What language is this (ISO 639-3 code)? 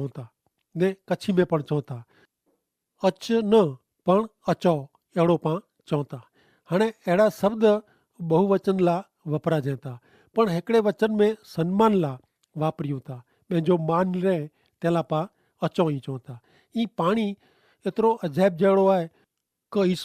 kfr